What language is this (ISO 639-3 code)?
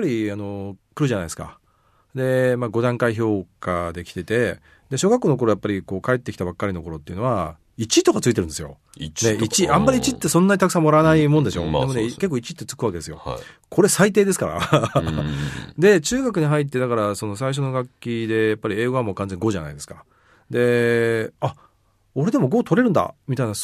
jpn